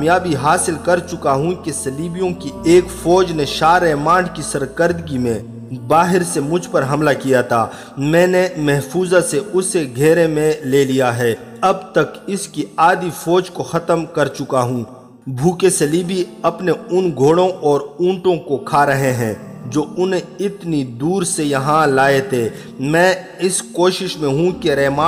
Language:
Urdu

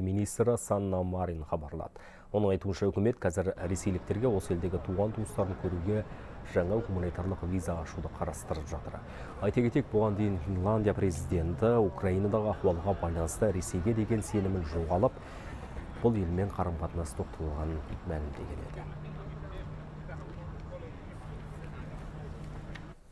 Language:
Kazakh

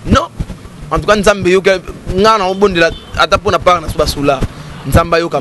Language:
Lingala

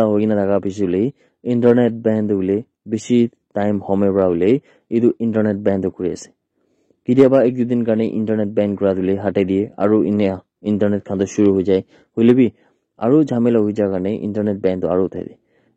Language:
Naga Pidgin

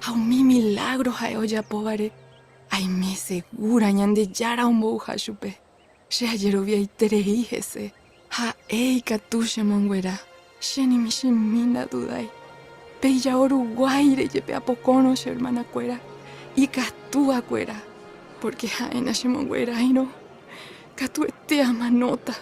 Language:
Guarani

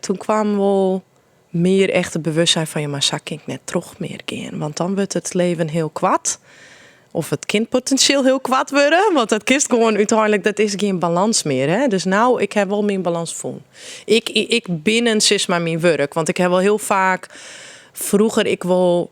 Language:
Western Frisian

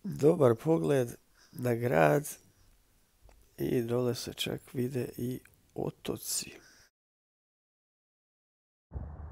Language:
Croatian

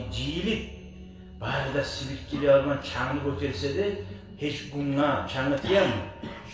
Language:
Kumyk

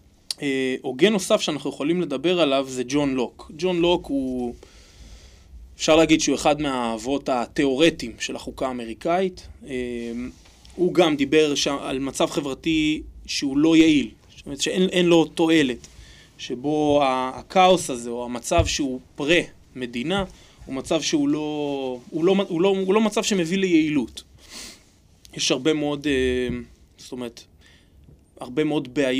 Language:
Hebrew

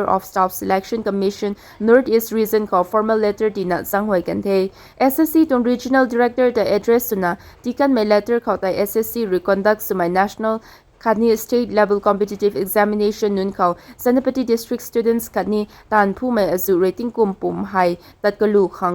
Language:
Rongmei Naga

